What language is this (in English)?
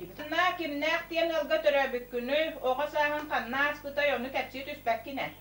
Yakut